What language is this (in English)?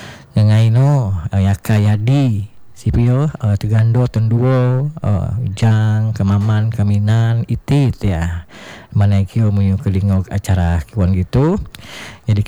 Indonesian